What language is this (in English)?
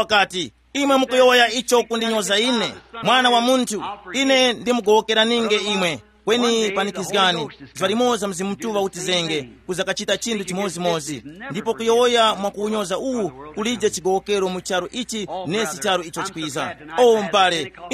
Tumbuka